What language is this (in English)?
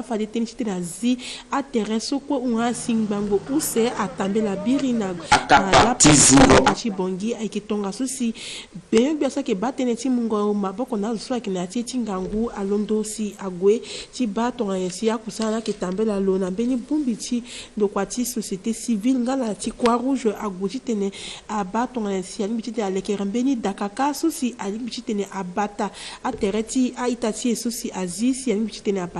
Sango